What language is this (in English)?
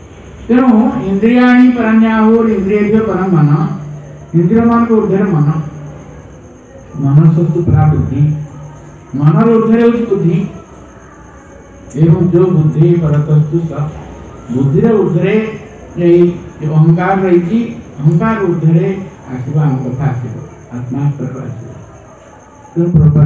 Odia